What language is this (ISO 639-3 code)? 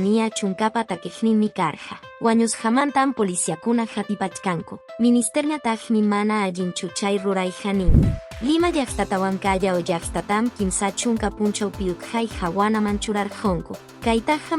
que